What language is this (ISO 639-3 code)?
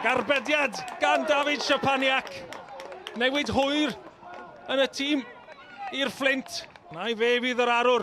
cym